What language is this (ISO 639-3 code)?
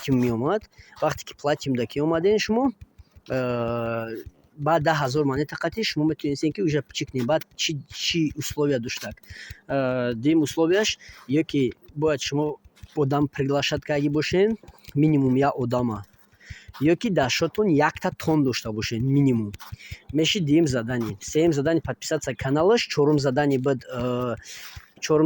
tgk